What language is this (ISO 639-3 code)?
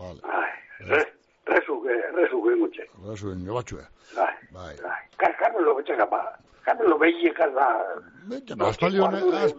eus